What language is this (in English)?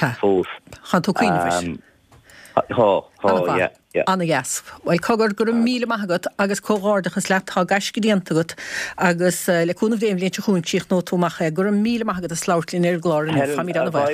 Irish